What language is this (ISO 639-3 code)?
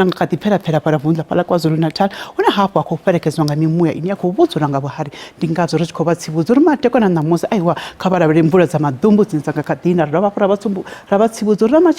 ven